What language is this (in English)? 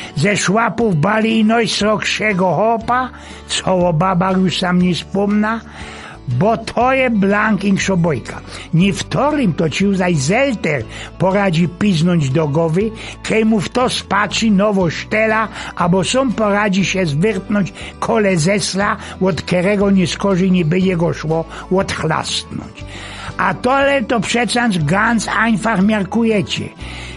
Silesian